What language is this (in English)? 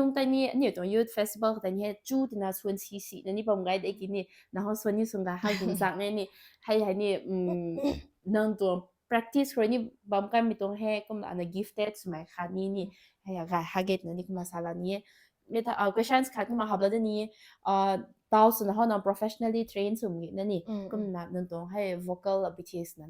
Rongmei Naga